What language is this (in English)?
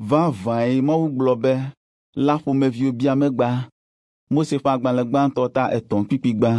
Ewe